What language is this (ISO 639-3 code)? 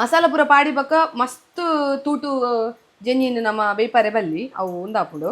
tcy